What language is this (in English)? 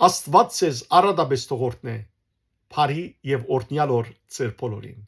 Western Armenian